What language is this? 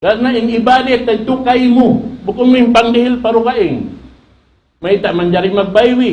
Tausug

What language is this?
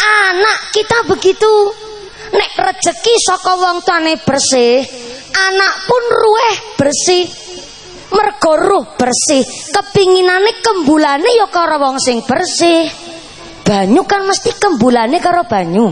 Javanese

